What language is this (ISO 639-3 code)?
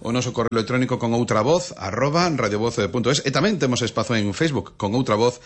glg